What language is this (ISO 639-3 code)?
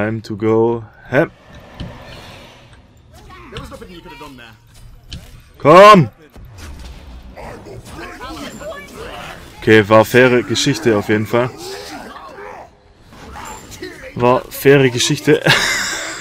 deu